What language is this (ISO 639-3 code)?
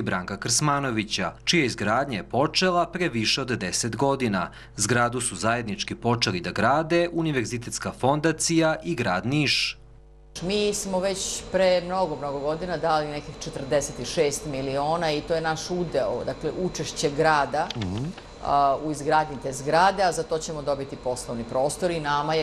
srp